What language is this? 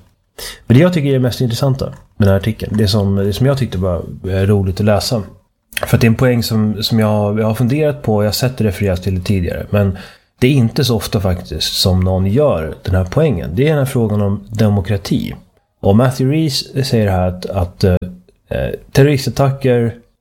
Swedish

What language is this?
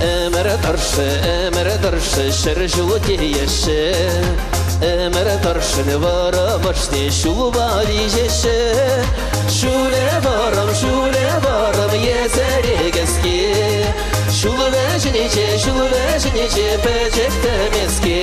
Chuvash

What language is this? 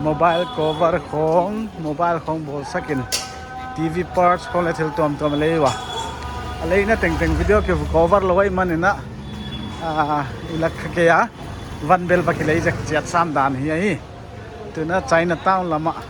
Paite Chin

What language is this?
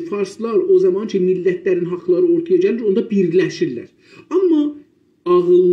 South Azerbaijani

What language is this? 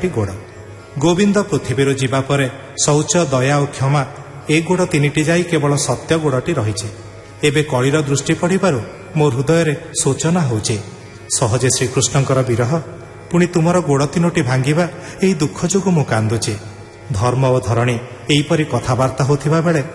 Odia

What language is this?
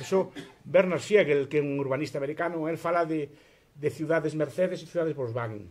Galician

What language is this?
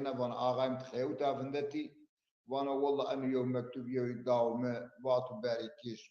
Zaza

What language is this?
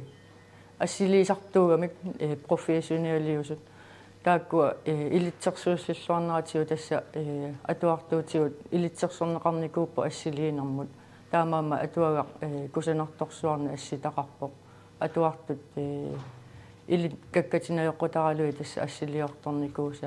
Kalaallisut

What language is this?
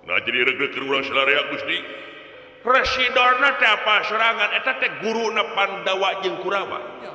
Sundanese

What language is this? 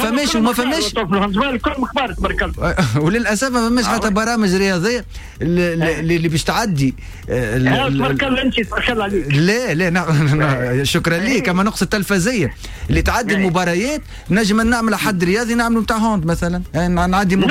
Tunisian Arabic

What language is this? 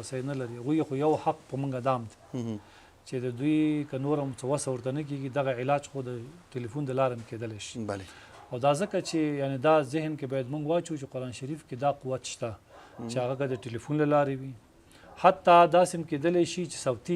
Pashto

